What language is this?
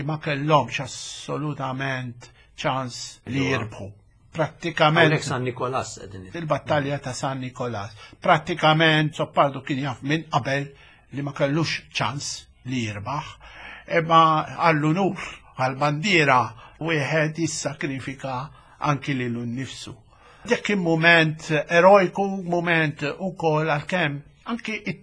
Maltese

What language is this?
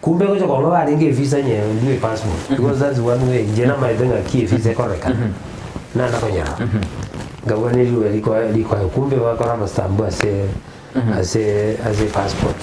Gusii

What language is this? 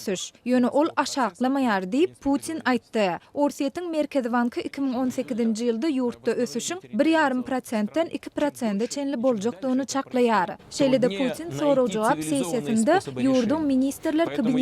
Turkmen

